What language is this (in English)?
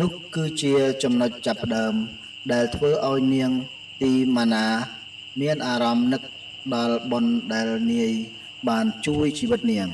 Khmer